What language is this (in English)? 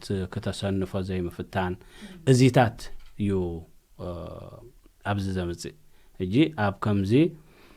Tigrinya